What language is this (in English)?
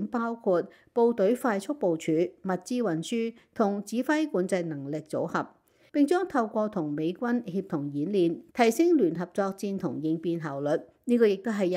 Cantonese